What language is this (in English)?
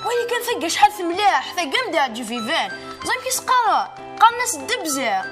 Kabyle